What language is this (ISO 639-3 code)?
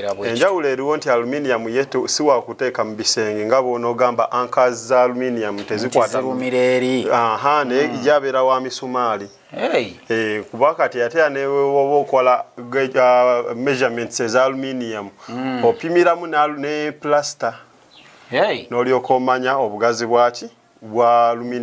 lug